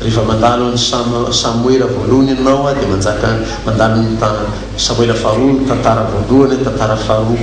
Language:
Malagasy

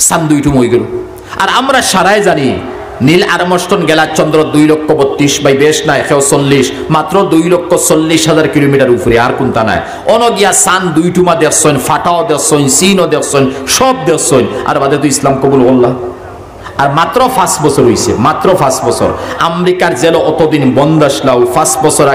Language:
Sylheti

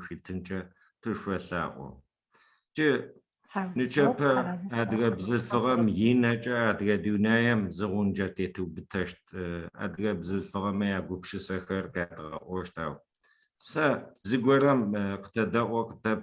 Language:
Adyghe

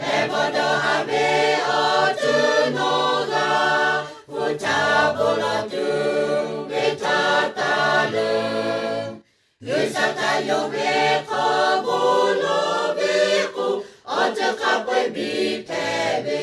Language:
Lahu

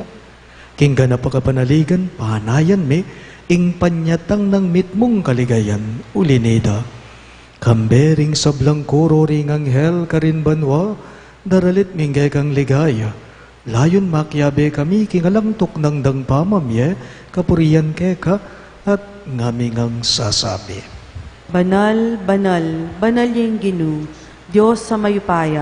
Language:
Pampanga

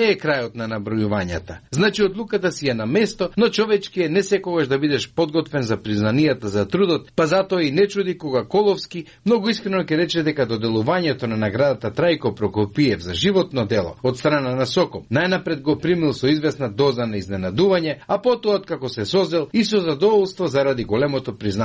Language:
Macedonian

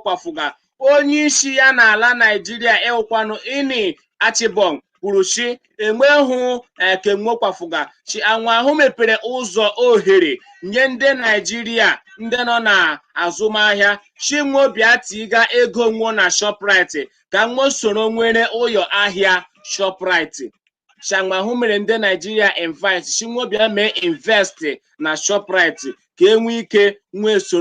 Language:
Igbo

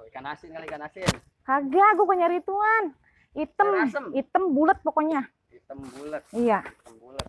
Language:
Betawi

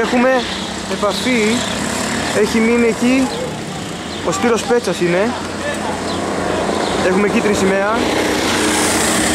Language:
Greek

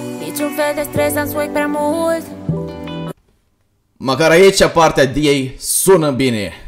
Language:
Romanian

